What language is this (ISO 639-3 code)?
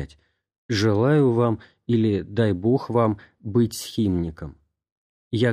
rus